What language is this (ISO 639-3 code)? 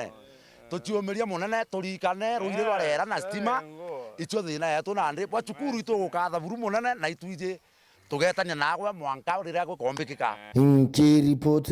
mer